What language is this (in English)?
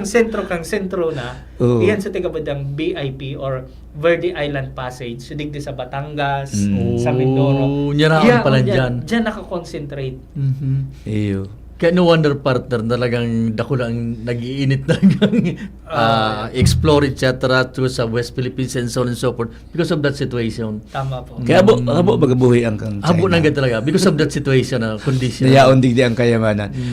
Bikol